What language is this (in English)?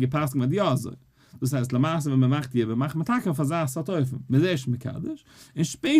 Yiddish